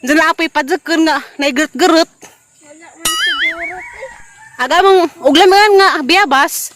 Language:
Cebuano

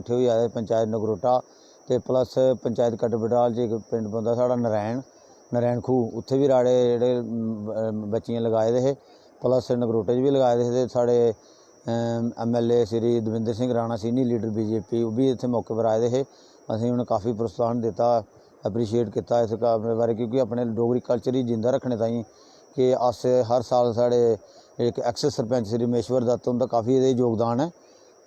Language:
Dogri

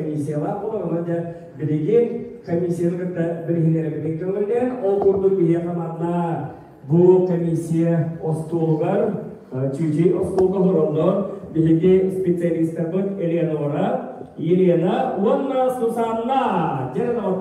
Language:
Yakut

